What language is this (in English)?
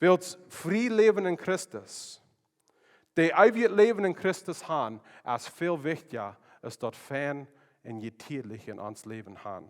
Plautdietsch